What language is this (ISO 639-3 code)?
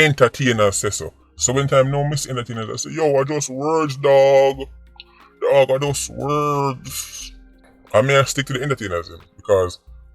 jam